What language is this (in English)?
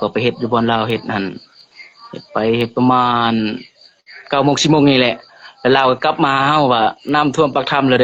Lao